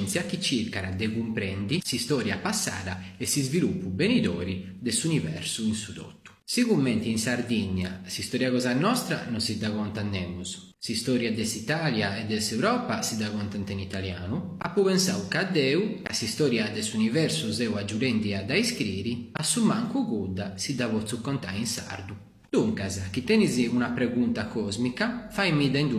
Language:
Sardinian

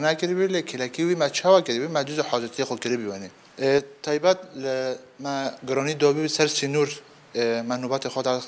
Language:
Kurdish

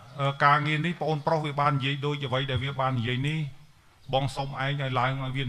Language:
Khmer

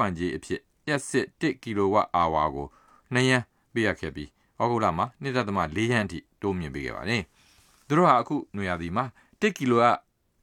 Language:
Burmese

